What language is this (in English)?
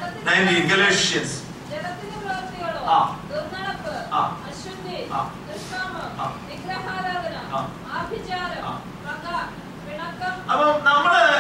Malayalam